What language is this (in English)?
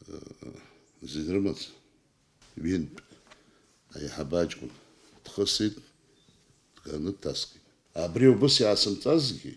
Abkhazian